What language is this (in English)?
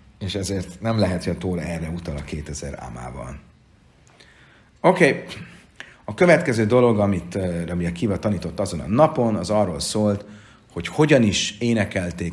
Hungarian